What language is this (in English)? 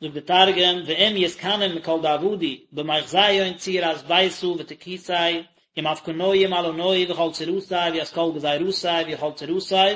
Yiddish